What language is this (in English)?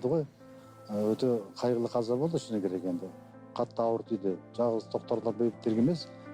Kazakh